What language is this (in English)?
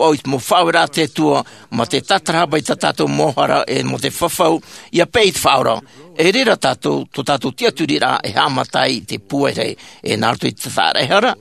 Tahitian